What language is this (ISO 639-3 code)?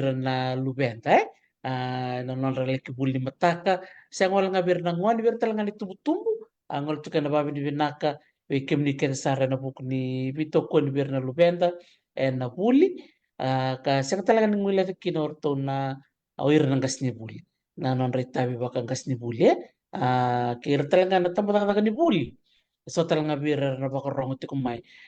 fij